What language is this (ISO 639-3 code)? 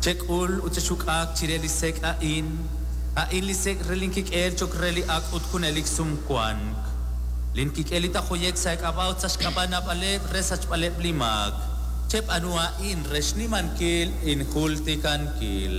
kek